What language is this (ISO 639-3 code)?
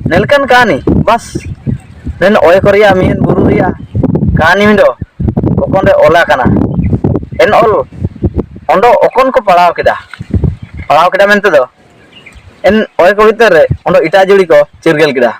hoc